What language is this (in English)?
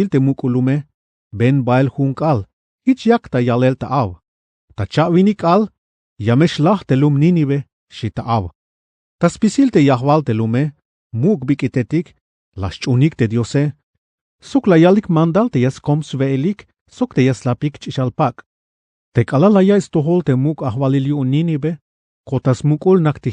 Tzeltal